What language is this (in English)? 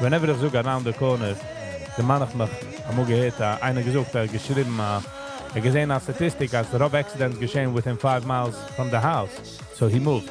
Yiddish